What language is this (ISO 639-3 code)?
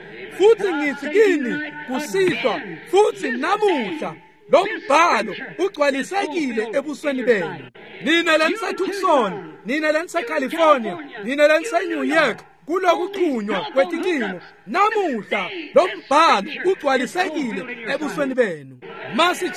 ssw